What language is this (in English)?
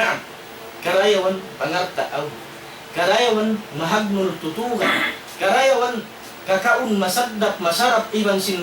Tausug